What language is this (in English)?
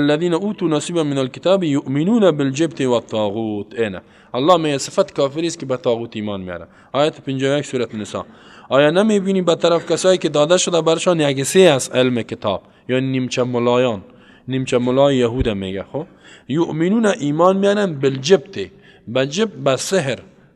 Persian